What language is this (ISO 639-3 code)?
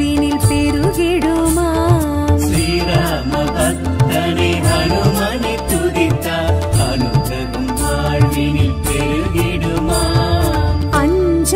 tam